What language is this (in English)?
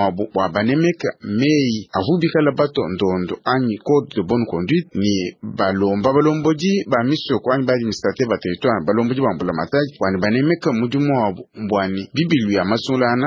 Luba-Lulua